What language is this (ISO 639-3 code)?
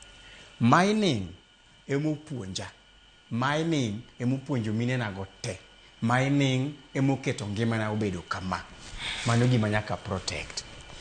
luo